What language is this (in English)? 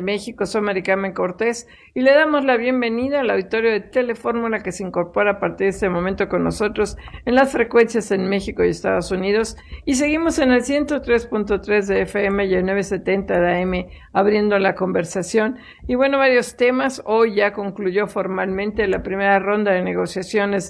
Spanish